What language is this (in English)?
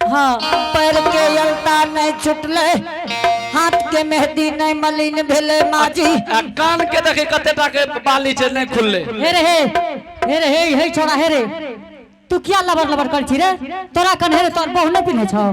Angika